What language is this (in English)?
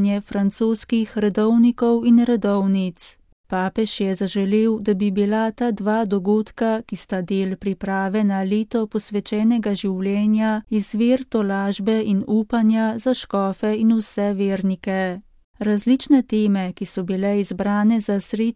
Slovenian